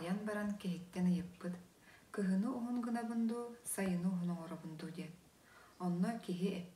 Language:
Yakut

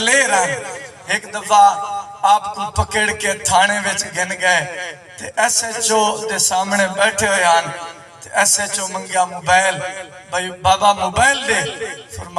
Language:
Saraiki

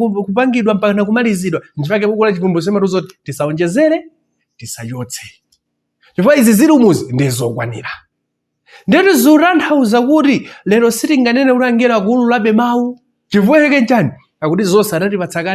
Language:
Nyanja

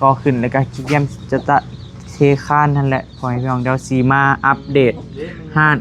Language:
Northeastern Thai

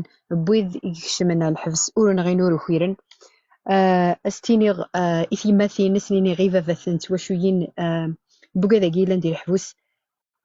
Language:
Kabyle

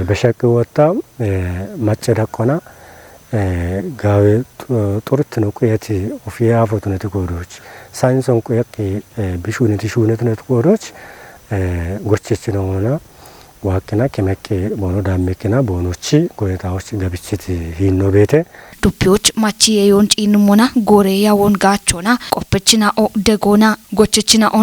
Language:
Kafa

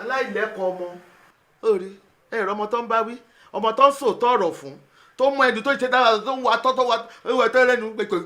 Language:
Yoruba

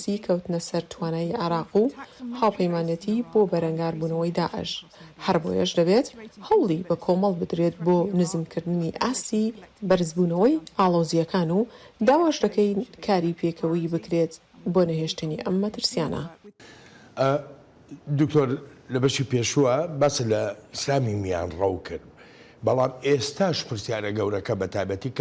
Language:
Central Kurdish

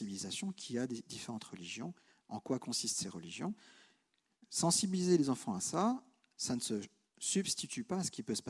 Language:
French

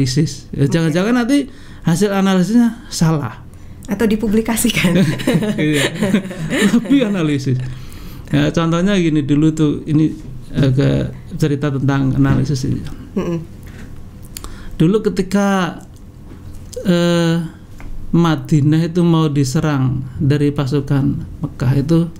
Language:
Indonesian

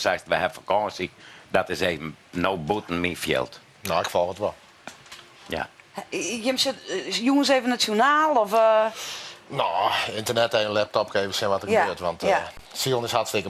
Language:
Western Frisian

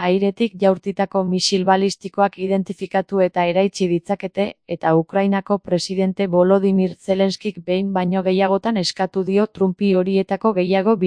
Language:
Basque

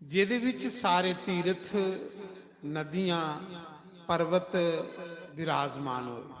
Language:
Dogri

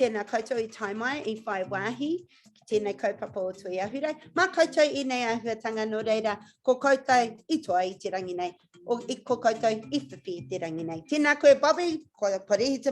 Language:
Māori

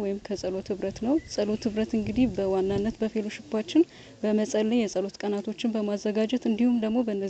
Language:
Amharic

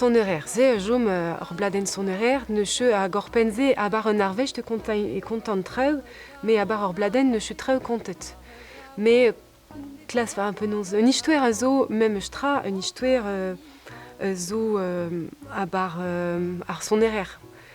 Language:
Breton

